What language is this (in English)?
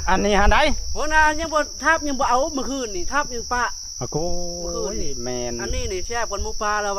Northeastern Thai